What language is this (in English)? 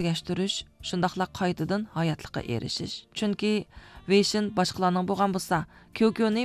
Uyghur